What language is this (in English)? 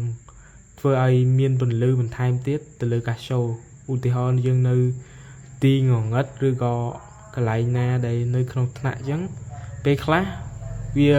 Khmer